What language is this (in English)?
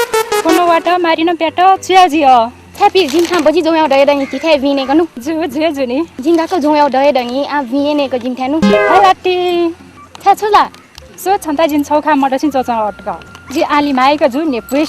Newari